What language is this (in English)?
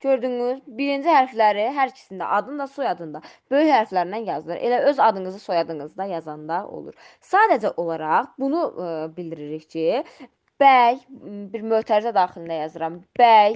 Azerbaijani